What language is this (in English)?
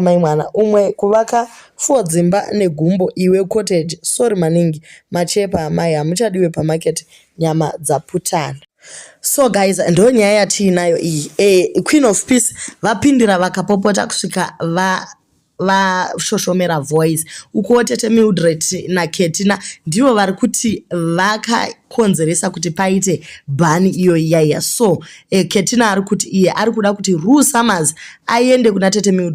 Shona